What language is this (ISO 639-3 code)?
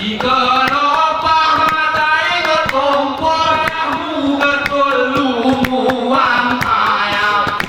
gay